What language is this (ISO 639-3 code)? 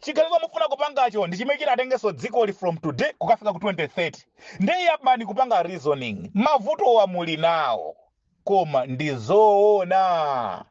nya